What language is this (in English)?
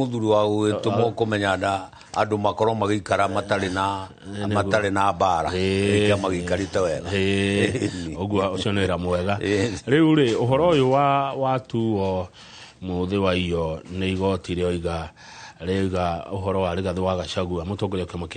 Kikuyu